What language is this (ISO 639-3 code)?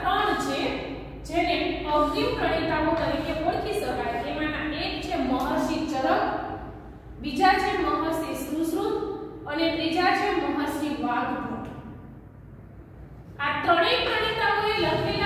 guj